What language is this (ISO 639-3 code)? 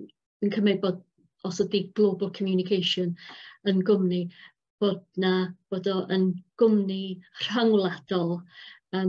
cym